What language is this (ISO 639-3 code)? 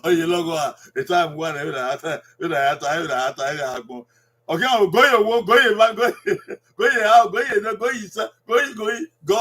bin